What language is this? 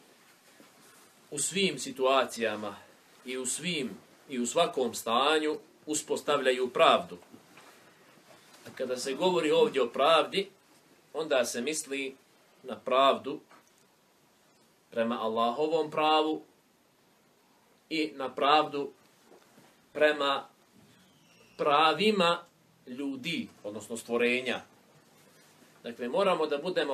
Bosnian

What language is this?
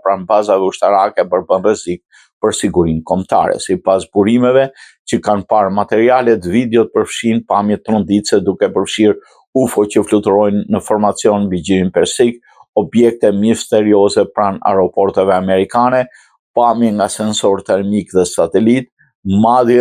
Albanian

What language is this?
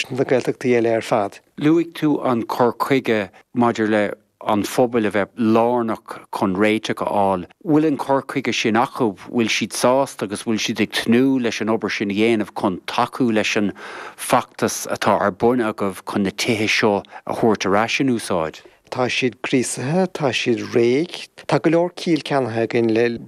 Irish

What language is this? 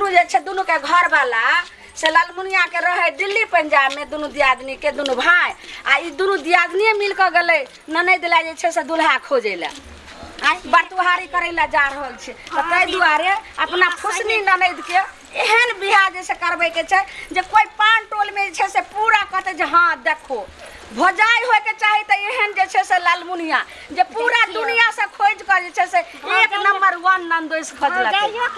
Maithili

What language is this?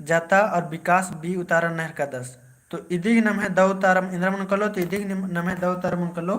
Kurukh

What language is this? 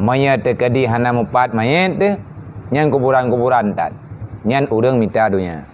Achinese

